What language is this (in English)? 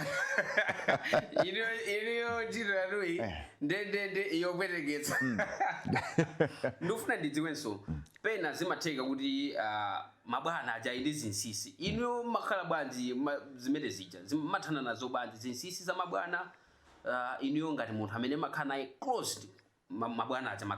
Nyanja